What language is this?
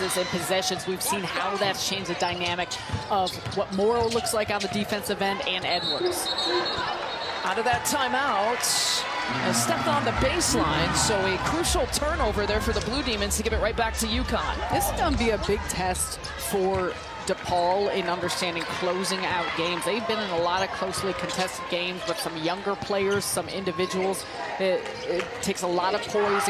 English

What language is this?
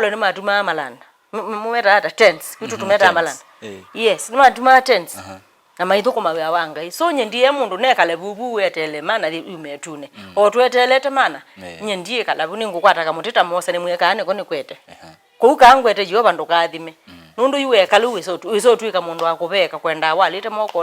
Kamba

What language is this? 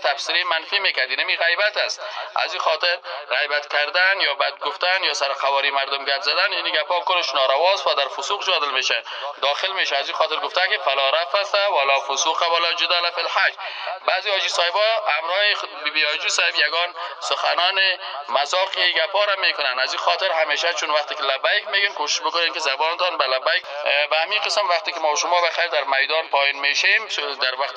Persian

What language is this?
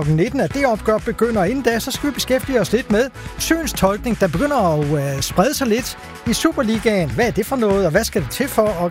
Danish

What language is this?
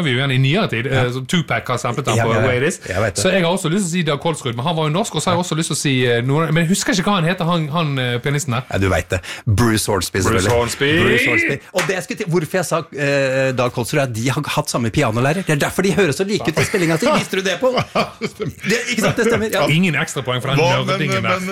Norwegian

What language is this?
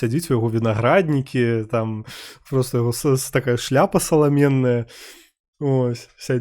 Belarusian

